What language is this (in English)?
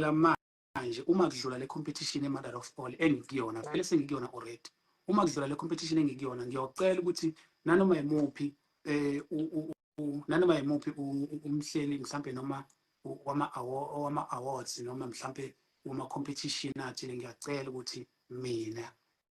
Zulu